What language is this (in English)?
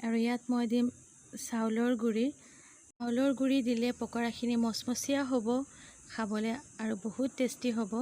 Assamese